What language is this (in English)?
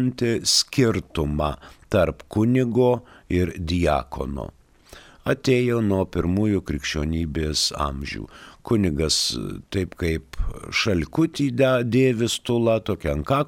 Lithuanian